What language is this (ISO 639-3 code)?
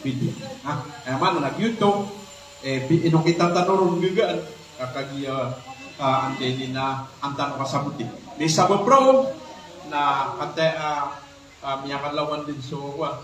mrw